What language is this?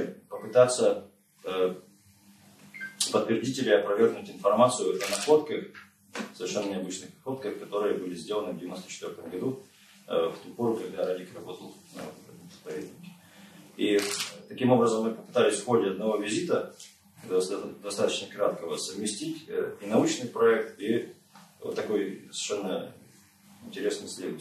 Russian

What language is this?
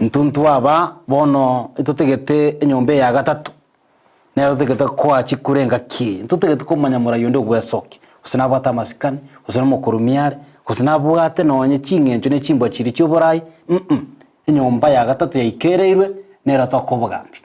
Gusii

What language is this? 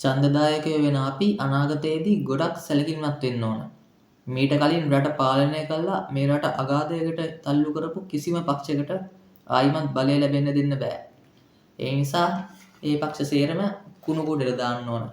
Sinhala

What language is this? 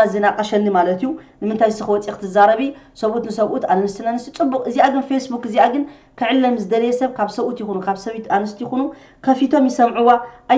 Tigrinya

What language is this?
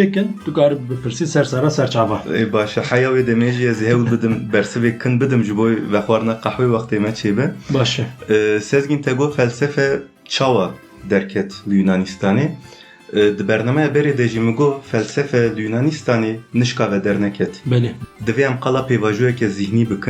Kurdish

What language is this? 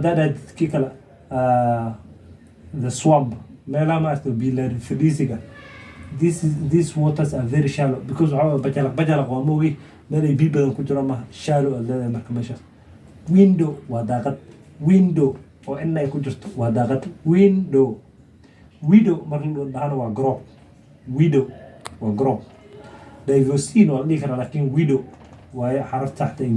Somali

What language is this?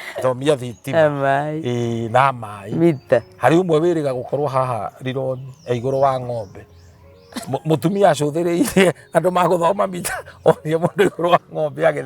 Kikuyu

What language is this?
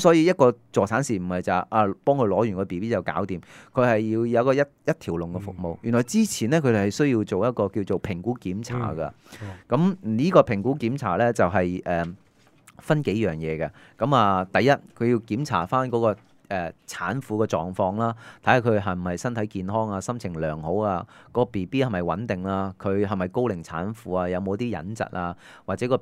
Cantonese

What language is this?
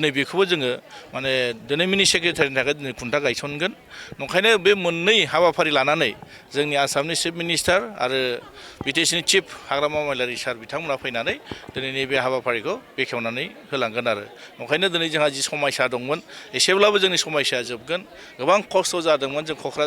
Bodo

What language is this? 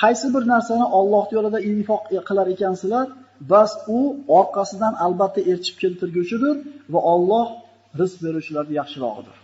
Uzbek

